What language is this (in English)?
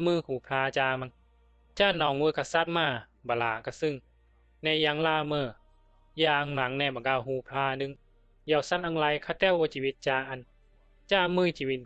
Bisu